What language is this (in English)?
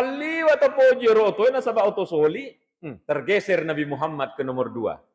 Buginese